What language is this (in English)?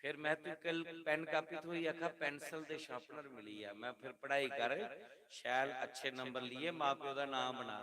Dogri